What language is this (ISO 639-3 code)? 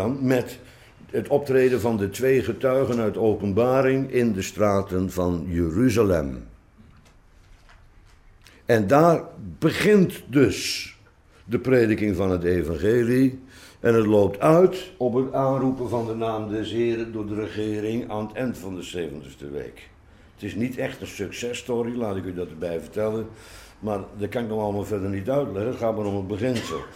nld